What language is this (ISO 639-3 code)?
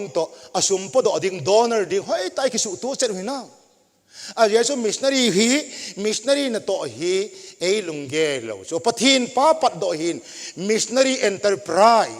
tcz